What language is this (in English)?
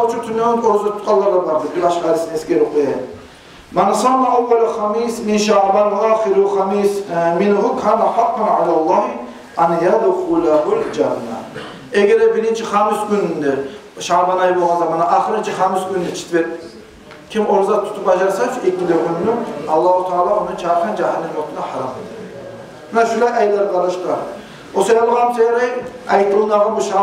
Kumyk